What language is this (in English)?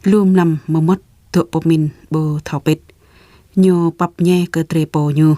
Jarai